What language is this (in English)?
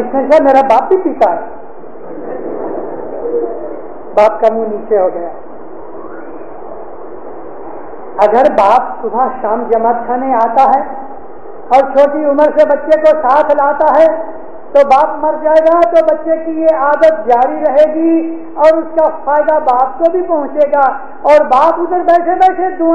Urdu